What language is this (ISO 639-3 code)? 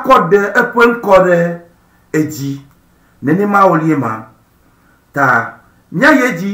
ewe